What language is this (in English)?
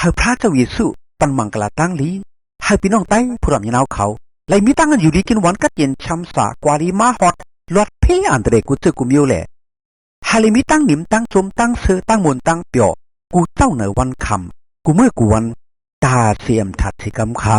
Shan